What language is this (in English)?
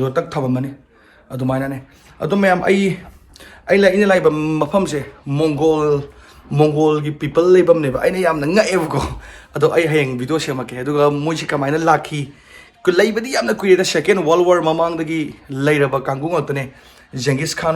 Manipuri